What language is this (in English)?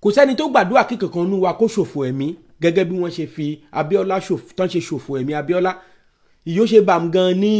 Yoruba